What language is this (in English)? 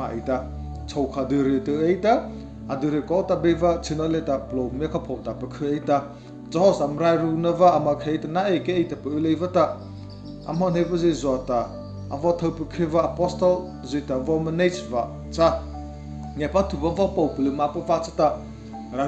Mara Chin